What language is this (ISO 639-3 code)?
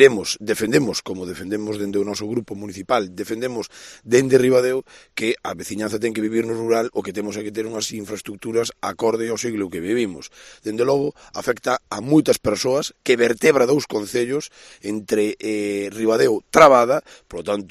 glg